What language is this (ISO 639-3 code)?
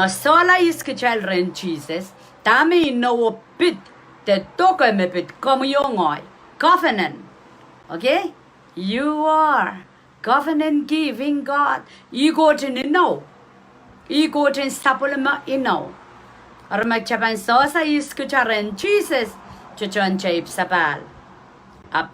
pon